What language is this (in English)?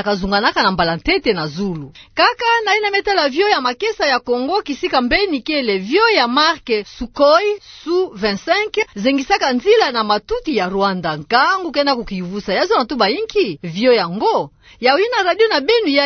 Kituba (Democratic Republic of Congo)